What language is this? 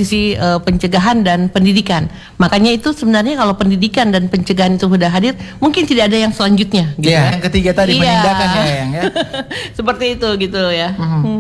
Indonesian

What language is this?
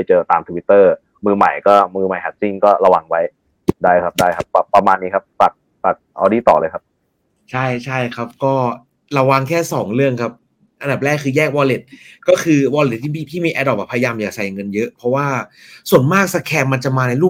Thai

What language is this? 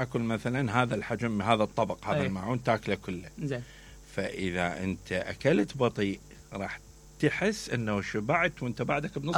Mesopotamian Arabic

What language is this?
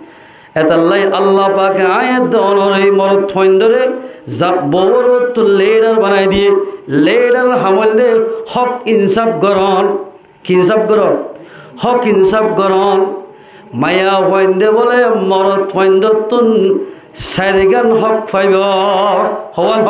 Rohingya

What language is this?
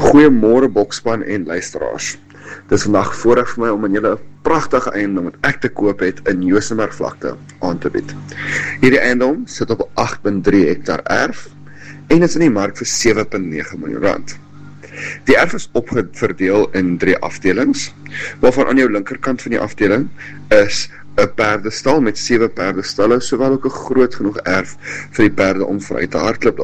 Afrikaans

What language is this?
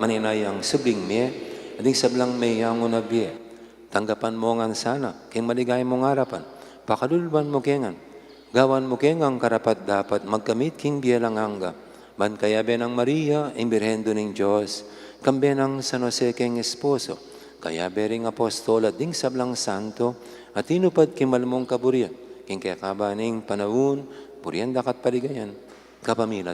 Pampanga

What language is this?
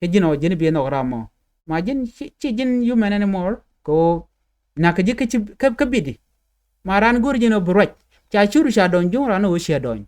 Nuer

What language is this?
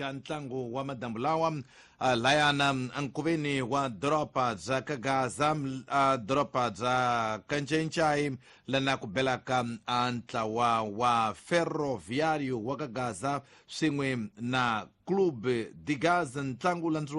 Tsonga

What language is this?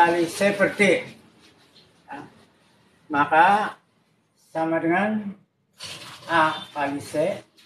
Indonesian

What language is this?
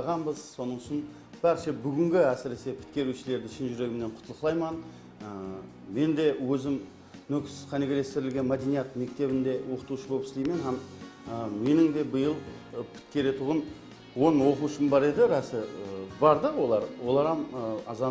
Kara-Kalpak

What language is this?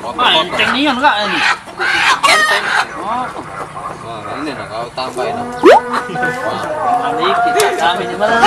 Musi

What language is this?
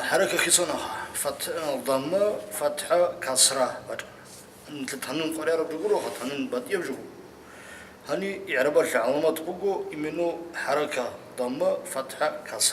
Avaric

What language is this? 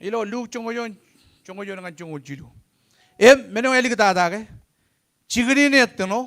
Marshallese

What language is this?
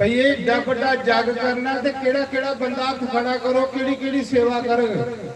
Dogri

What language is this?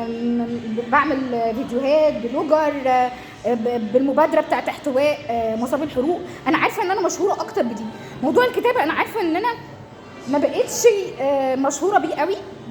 Egyptian Arabic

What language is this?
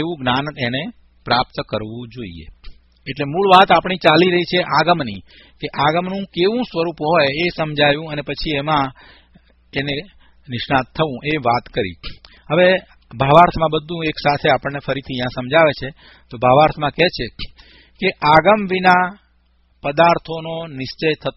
Gujarati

